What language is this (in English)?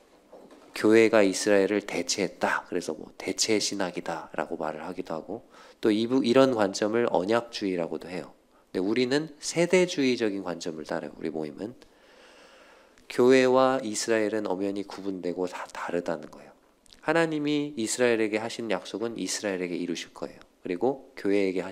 Korean